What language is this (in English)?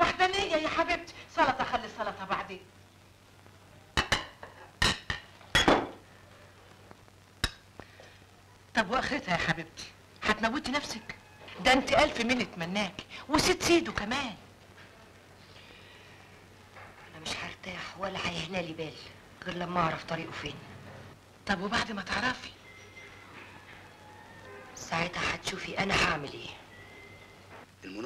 Egyptian Arabic